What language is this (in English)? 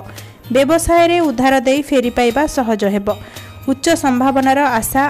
Odia